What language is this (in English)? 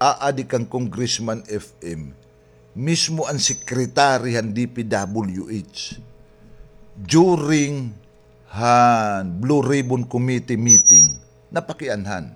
Waray